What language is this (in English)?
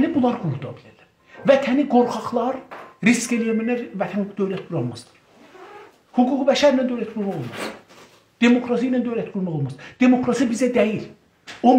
South Azerbaijani